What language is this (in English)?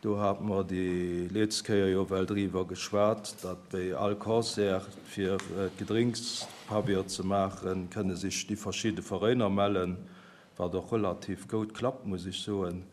Luxembourgish